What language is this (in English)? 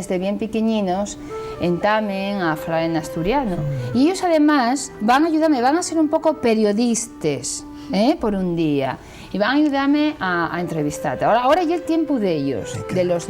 Asturian